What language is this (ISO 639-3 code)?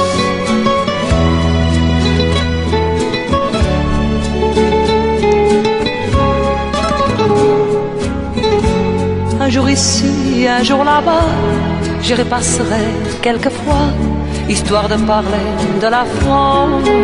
fra